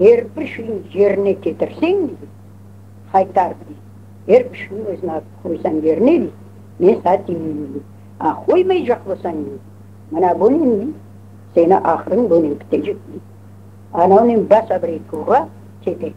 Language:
Crimean Tatar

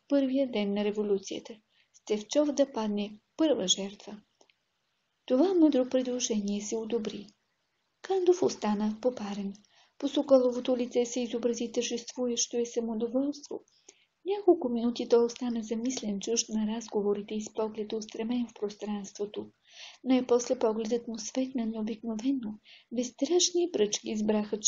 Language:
Bulgarian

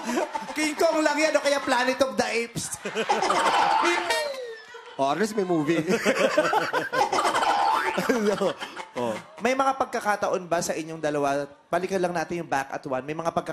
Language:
Filipino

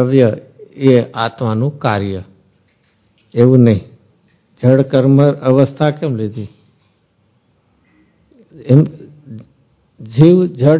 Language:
Gujarati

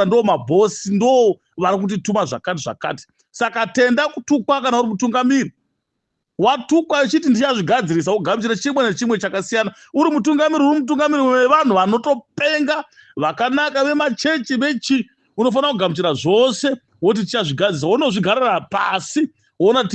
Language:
Shona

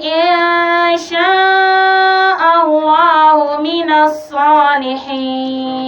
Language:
Dagbani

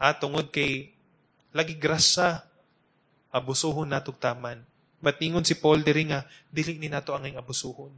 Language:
Cebuano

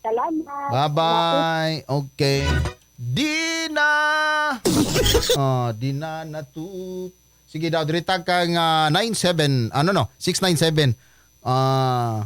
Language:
Cebuano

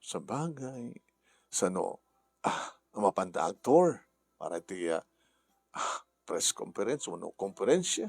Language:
Iloko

